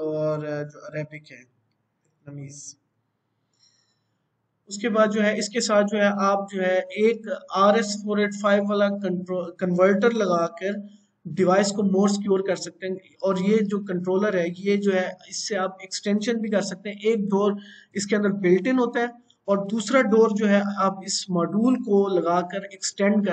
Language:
Hindi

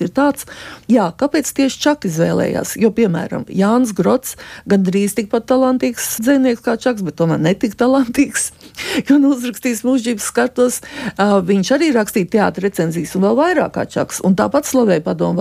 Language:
Latvian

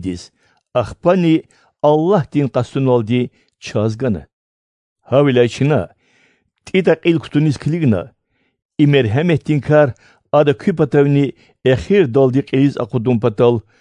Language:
Lezghian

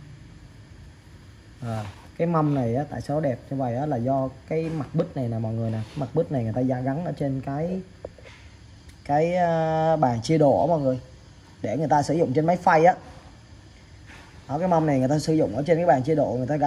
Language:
Vietnamese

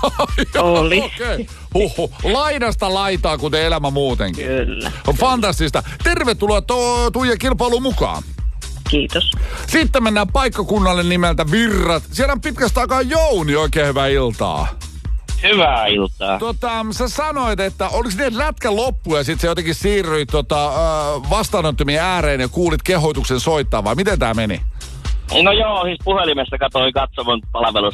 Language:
Finnish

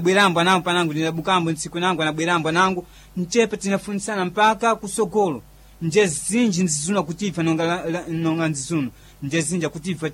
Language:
Sena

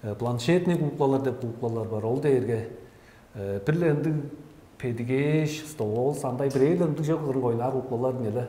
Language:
Tuvinian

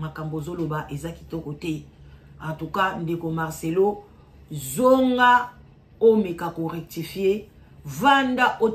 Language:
Lingala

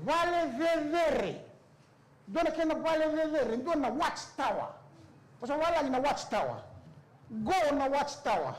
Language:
Fijian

